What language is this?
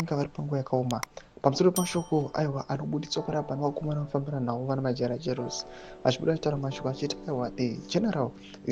Shona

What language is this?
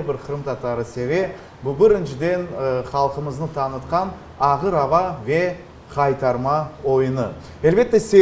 Crimean Tatar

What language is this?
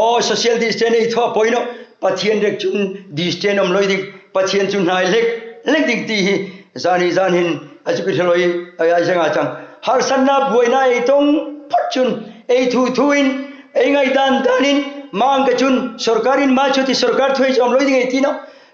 Hmar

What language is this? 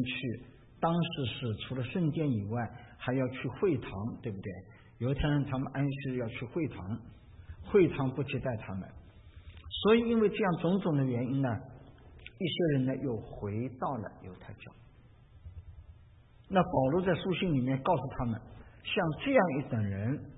Chinese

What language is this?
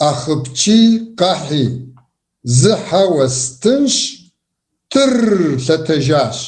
Kabardian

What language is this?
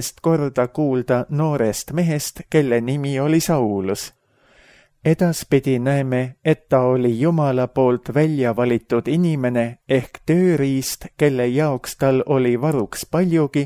Estonian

